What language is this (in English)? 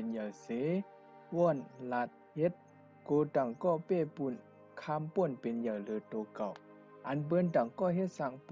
Shan